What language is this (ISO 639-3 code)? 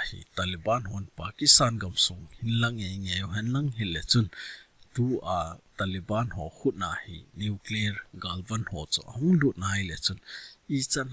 tcz